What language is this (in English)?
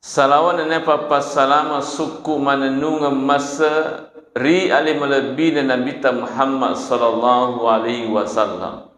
Buginese